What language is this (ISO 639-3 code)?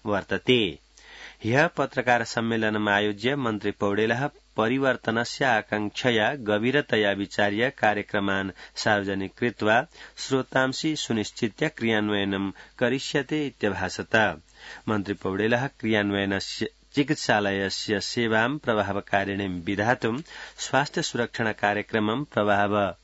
san